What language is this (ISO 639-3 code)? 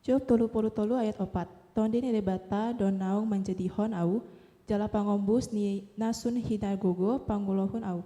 bbc